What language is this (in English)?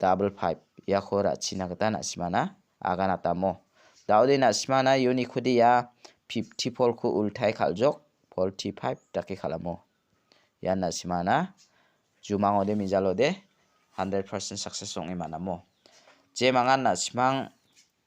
Garo